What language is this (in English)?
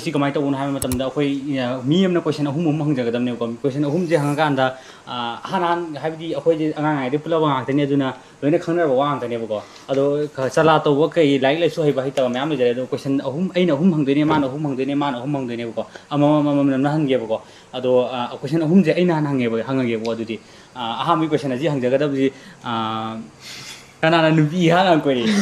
Manipuri